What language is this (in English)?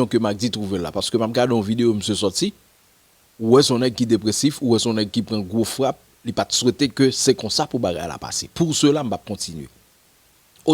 Haitian Creole